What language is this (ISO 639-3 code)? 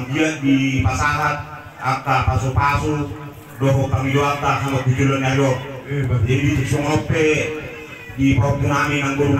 bbc